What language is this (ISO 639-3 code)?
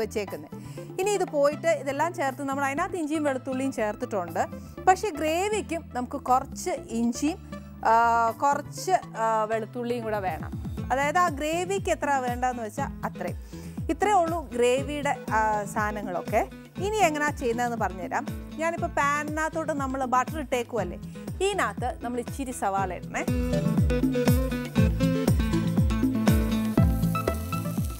mal